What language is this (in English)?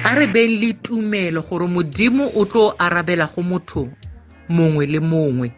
Tswana